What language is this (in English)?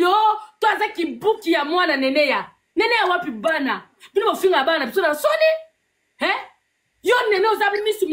Lingala